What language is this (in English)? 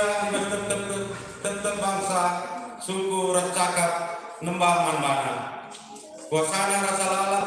Batak Karo